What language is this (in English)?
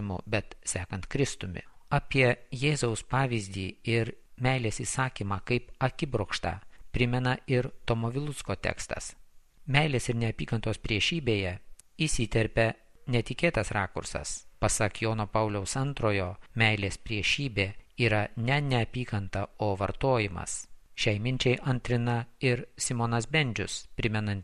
Lithuanian